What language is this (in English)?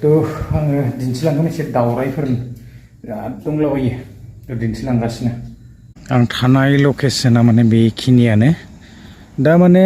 Bodo